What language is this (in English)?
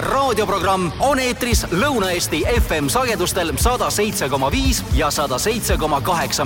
Estonian